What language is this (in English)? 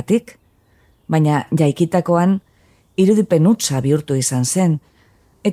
Basque